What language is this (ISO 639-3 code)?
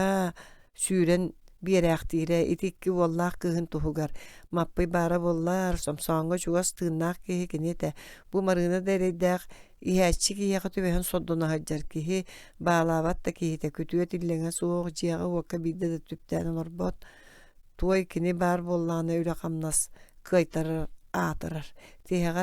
sah